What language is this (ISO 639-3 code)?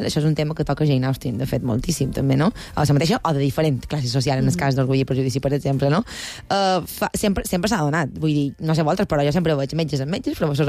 cat